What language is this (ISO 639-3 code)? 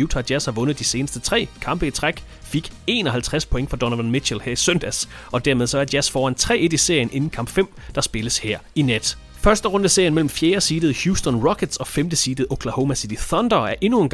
dan